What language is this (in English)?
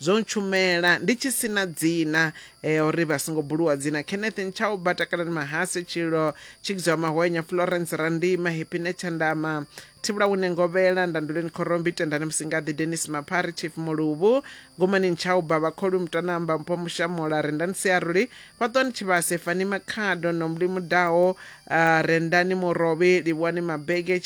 Venda